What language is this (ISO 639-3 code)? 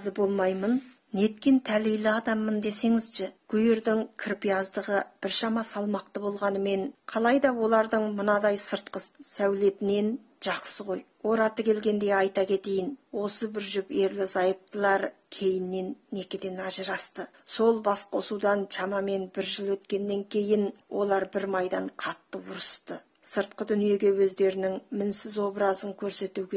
kaz